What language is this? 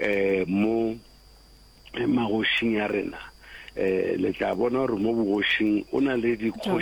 Northern Sotho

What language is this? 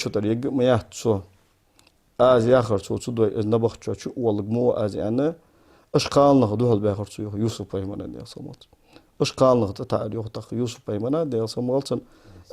Ingush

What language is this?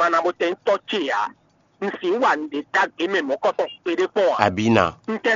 Fon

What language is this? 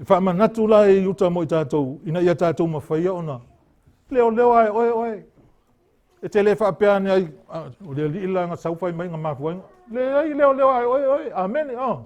Samoan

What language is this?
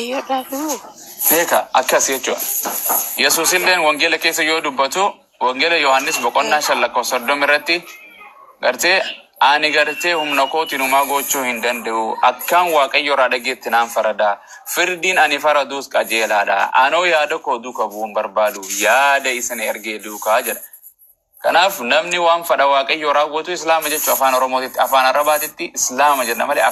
Oromo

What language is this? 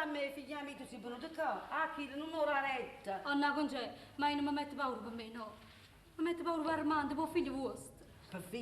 Neapolitan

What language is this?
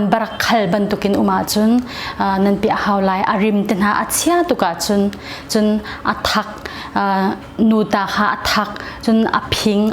Hakha Chin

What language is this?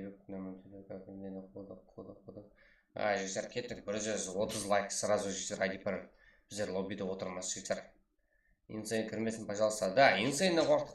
Kara-Kalpak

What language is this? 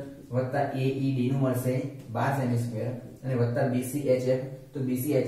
Gujarati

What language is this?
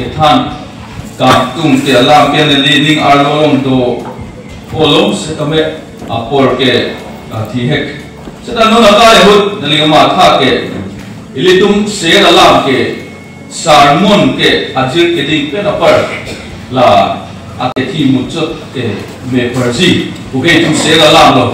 Karbi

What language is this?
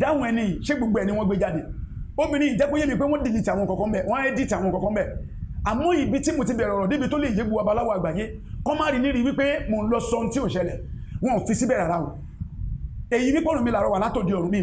Yoruba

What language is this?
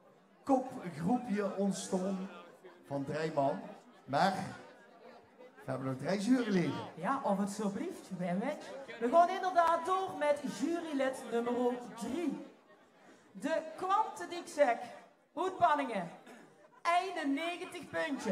Limburgish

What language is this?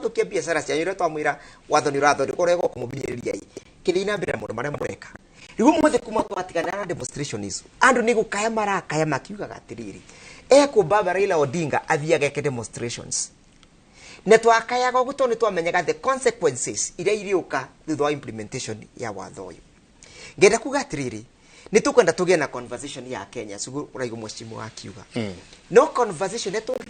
Kikuyu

